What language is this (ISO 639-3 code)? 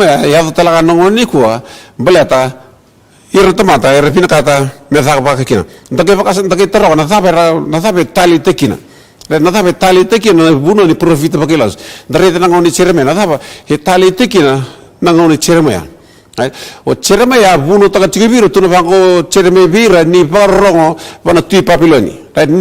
fij